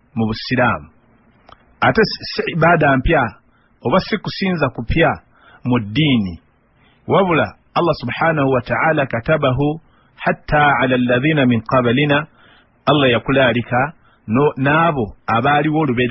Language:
Ganda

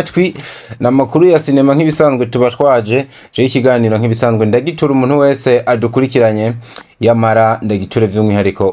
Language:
Rundi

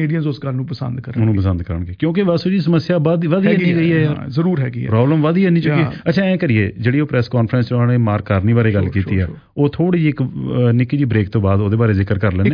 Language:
Punjabi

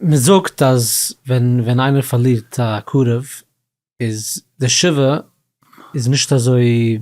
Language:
Yiddish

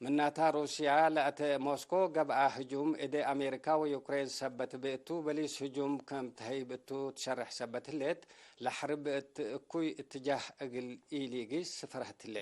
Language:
Tigre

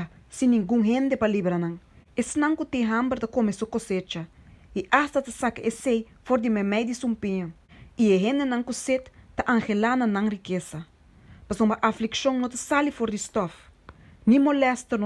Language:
Papiamento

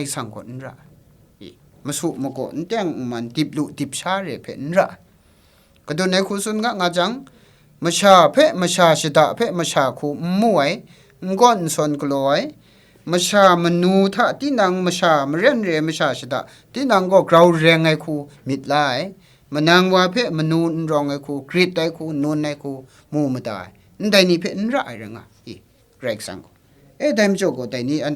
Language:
Kachin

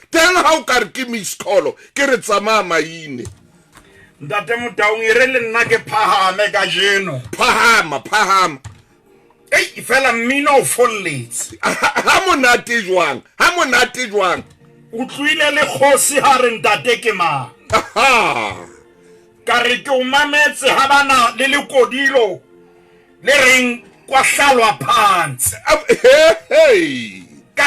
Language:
Southern Sotho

